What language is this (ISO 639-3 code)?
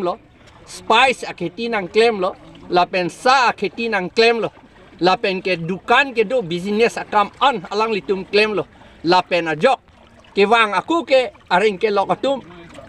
mjw